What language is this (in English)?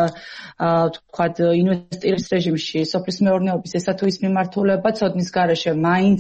Georgian